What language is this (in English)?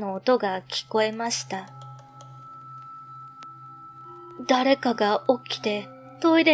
Japanese